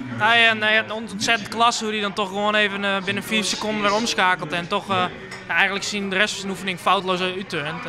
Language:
Western Frisian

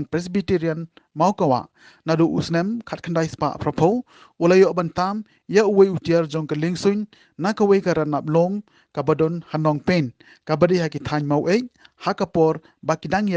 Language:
Khasi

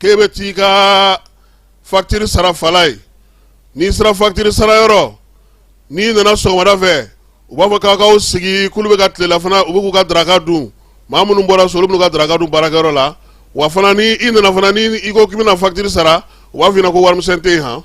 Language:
Bambara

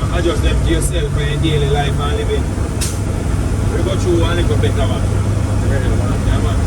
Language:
Jamaican Creole English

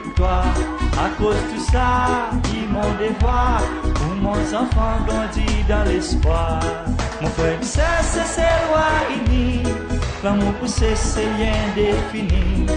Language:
Seselwa Creole French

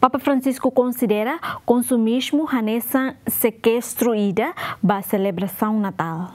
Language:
Tetum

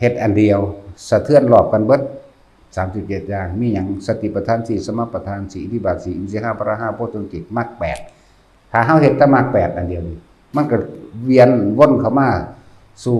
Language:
Northeastern Thai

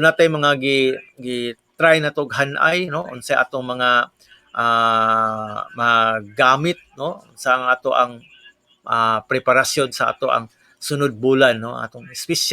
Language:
Cebuano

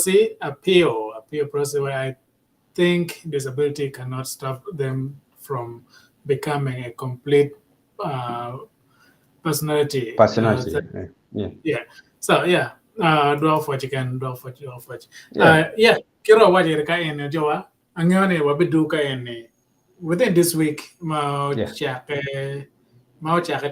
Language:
Acoli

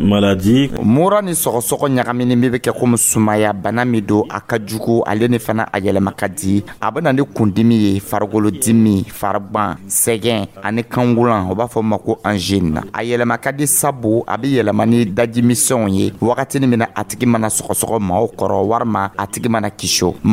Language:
Dyula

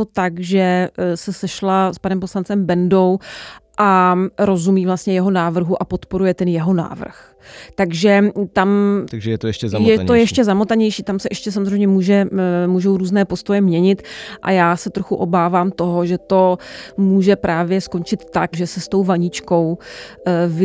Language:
Czech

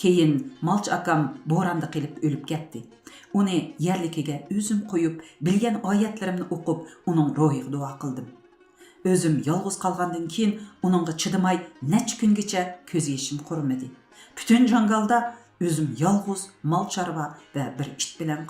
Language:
Uyghur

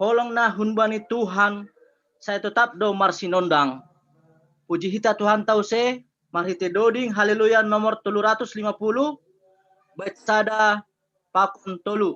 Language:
Batak Simalungun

